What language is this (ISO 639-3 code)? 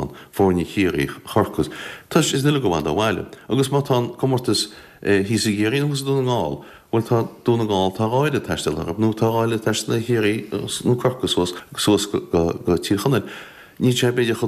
gle